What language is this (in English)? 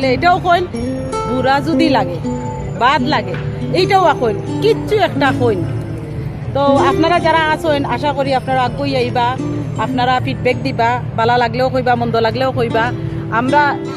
Sylheti